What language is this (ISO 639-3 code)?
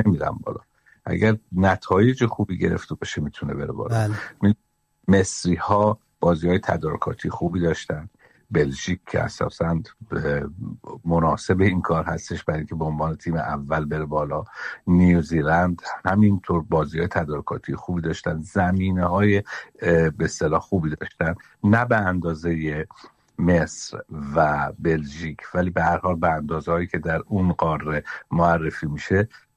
fas